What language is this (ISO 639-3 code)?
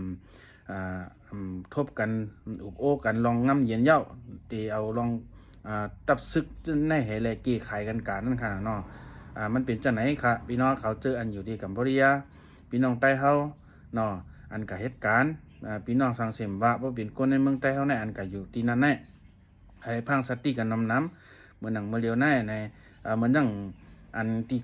shn